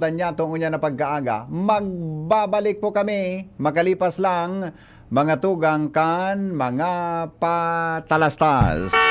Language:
Bikol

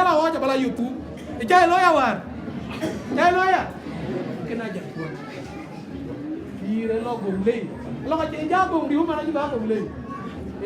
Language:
Dinka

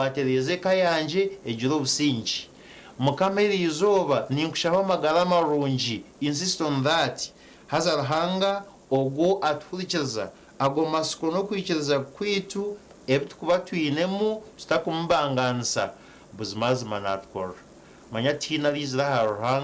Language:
Nyankole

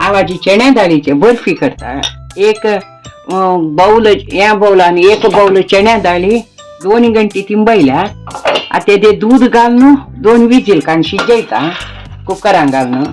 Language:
Konkani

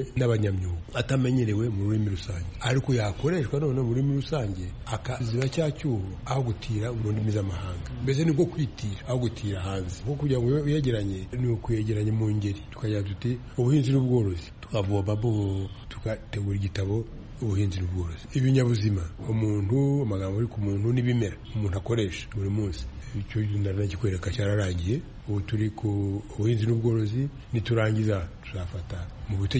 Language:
Kinyarwanda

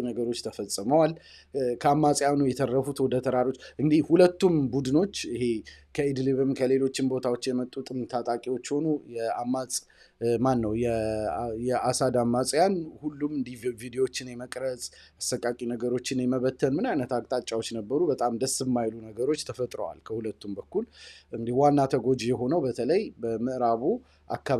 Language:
Amharic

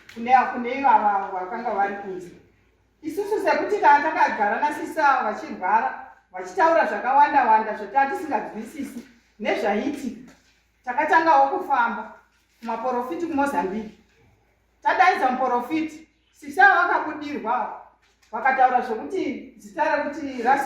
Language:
Shona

